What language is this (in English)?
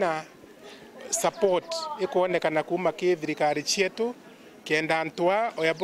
Meru